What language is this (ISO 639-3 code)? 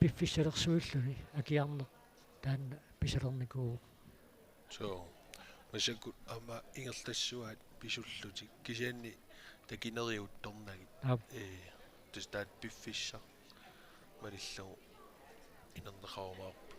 kal